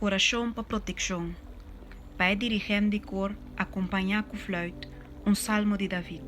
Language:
Papiamento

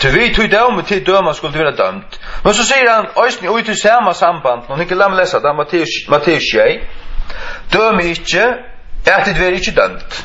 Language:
Faroese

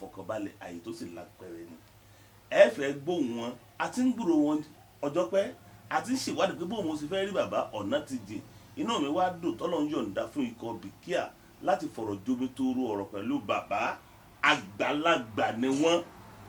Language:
Yoruba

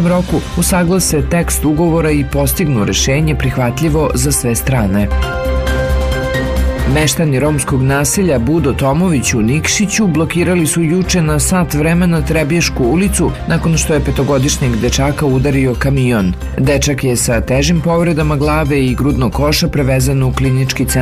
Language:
Serbian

